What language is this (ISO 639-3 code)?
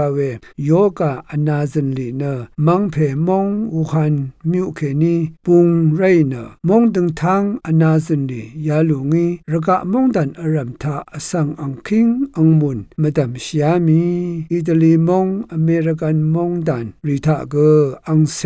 raw